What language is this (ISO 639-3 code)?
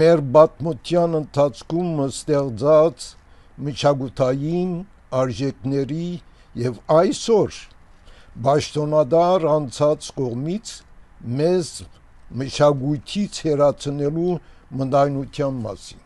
hye